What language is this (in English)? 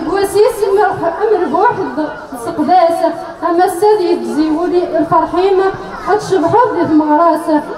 Kabyle